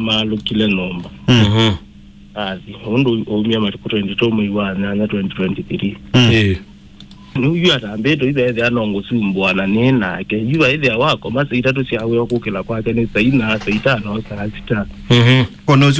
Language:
Kamba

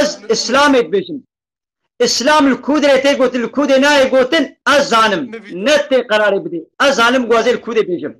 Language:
Kurdish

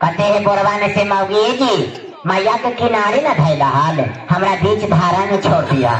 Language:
Magahi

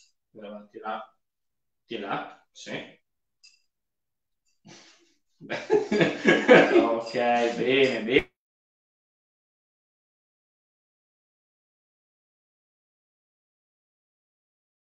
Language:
Italian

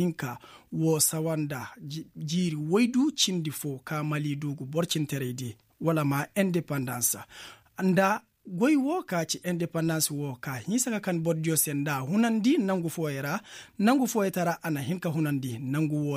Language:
Koyraboro Senni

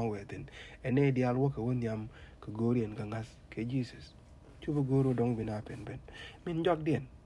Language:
Nuer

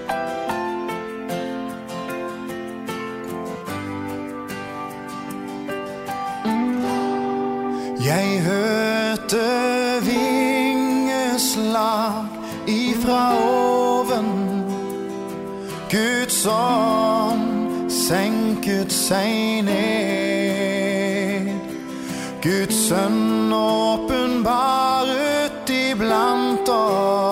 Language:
Estonian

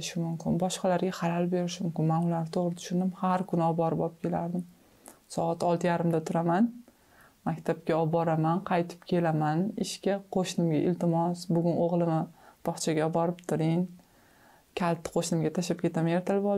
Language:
Uzbek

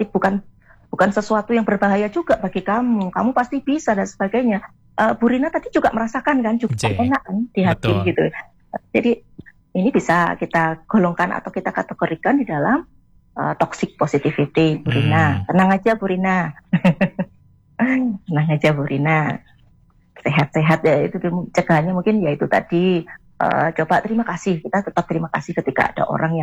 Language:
Indonesian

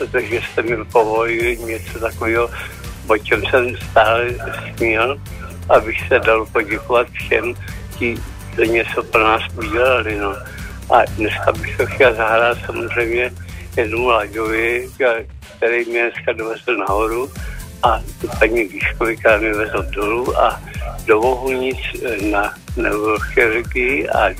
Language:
Czech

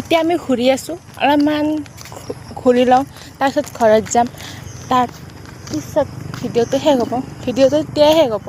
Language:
Assamese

